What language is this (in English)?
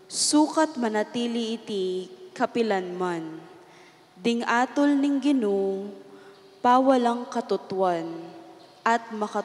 Pampanga